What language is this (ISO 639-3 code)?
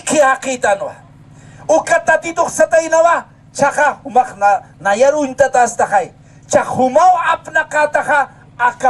aym